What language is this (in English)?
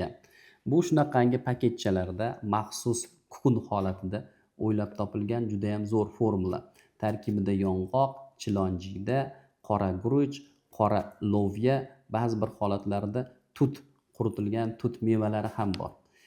Uzbek